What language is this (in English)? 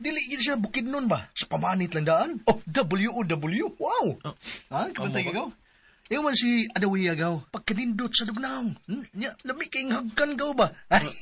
Cebuano